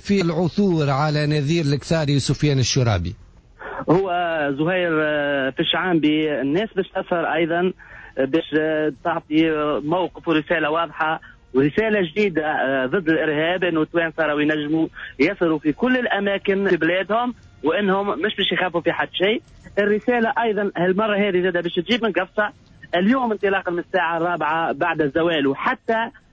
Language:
Tunisian Arabic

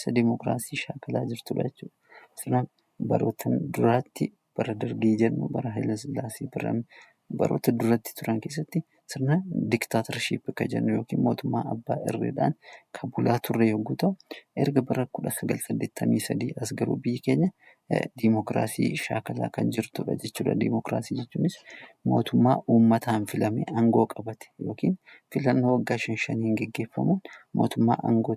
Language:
Oromo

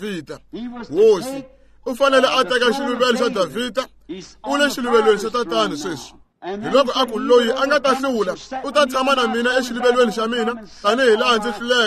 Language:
Tsonga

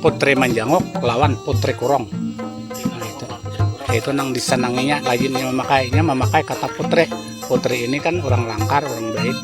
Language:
Banjar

